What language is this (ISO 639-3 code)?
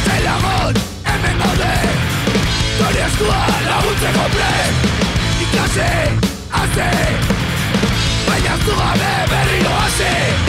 eus